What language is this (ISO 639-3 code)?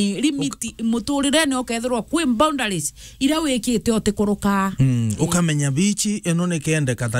mer